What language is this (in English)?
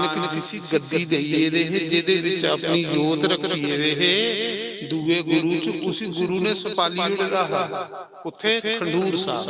Dogri